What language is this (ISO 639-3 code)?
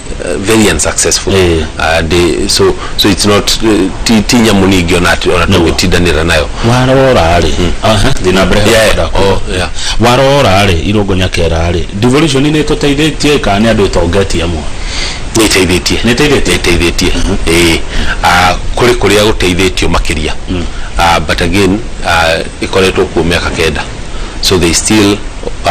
kik